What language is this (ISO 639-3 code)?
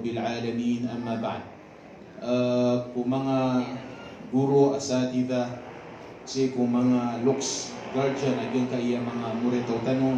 mrw